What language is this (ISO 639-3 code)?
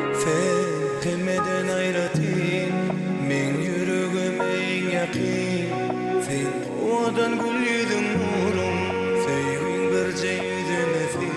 tuk